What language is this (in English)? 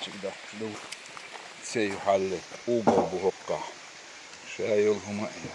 Chechen